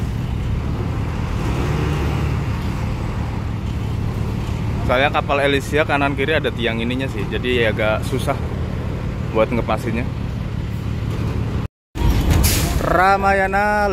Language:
Indonesian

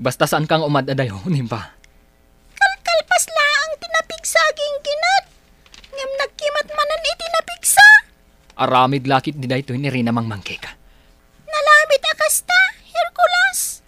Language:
Iloko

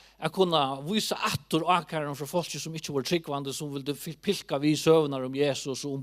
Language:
Faroese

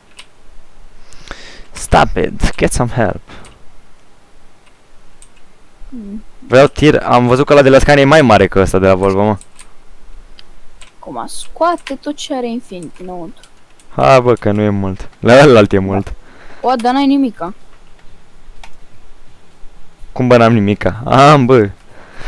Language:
Romanian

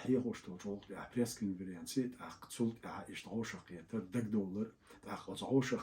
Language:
Chechen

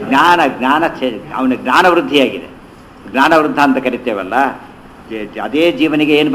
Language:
Kannada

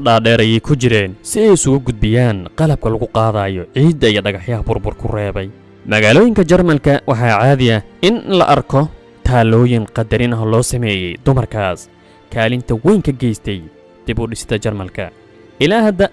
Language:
Somali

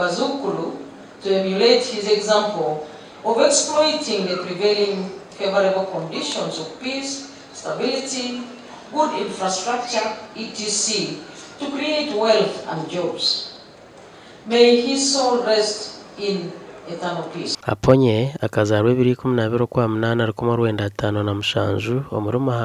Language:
Nyankole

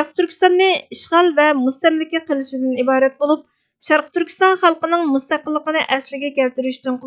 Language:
Uyghur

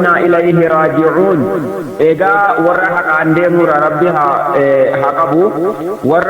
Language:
Oromo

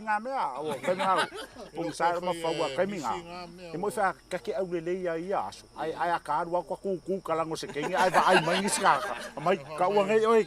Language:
Samoan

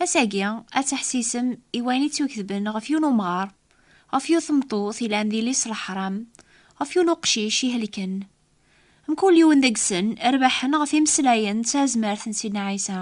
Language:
Kabyle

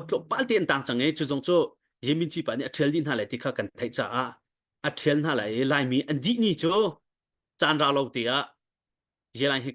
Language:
Hakha Chin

